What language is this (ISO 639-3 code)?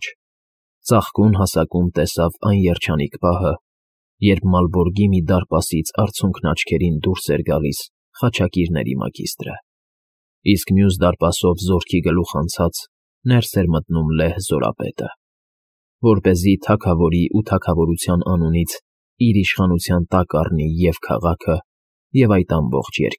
hye